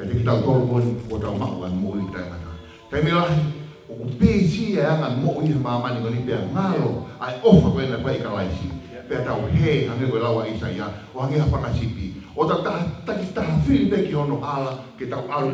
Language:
Tongan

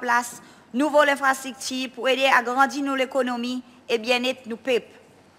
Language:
Seselwa Creole French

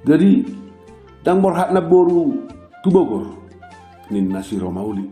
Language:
Batak Toba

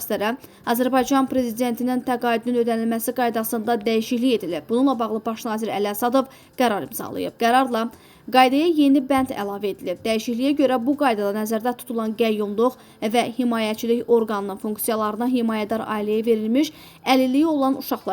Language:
Azerbaijani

